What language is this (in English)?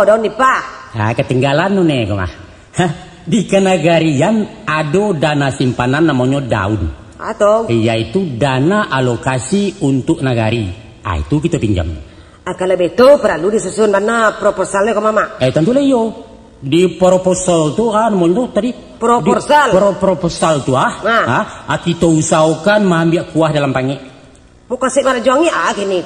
Minangkabau